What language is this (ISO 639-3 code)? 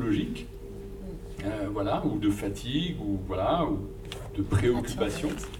fra